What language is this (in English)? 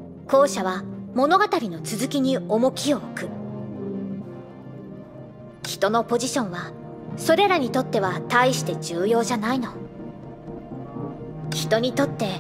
Japanese